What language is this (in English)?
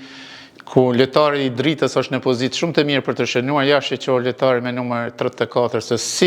Albanian